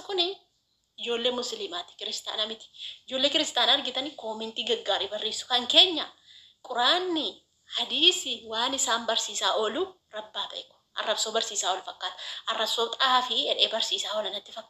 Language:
Oromo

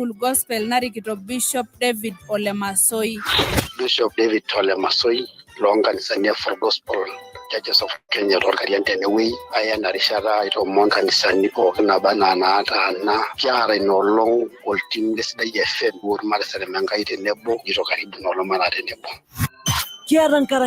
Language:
Masai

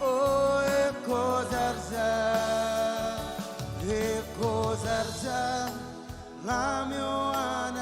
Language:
Marshallese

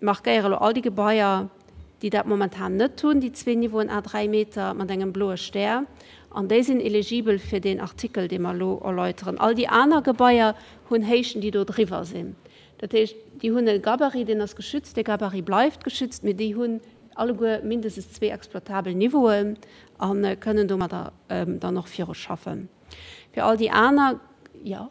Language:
Luxembourgish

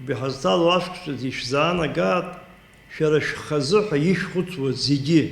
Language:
Abkhazian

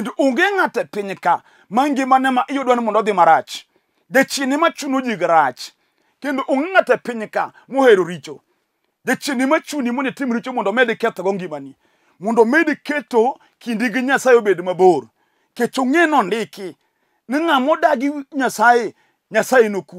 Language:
Luo (Kenya and Tanzania)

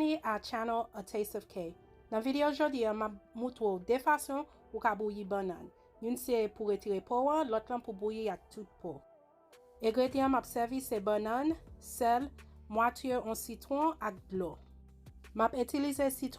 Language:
Haitian Creole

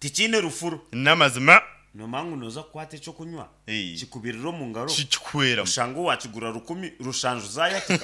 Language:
Nyankole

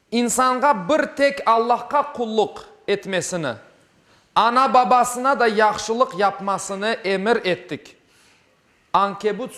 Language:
Crimean Tatar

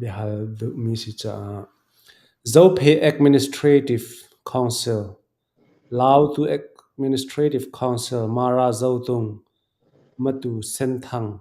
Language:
Hakha Chin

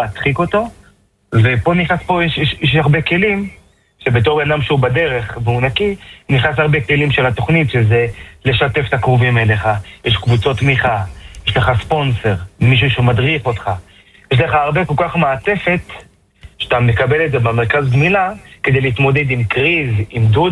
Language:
Hebrew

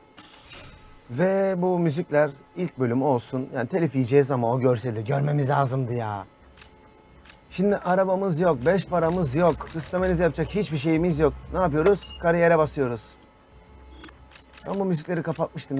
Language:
Turkish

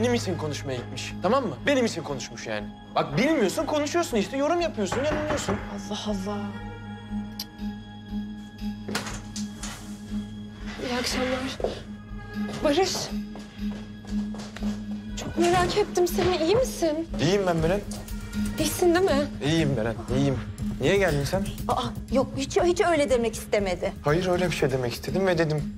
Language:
Turkish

